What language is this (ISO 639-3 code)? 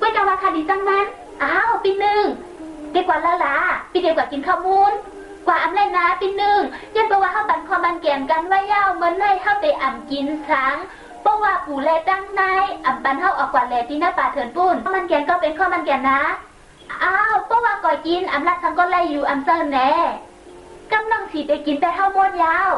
shn